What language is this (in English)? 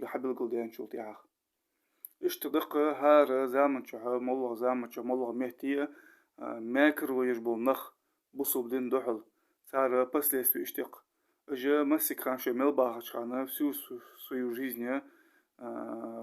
Ingush